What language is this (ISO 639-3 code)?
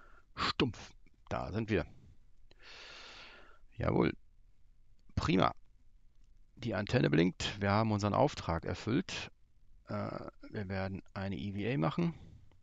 deu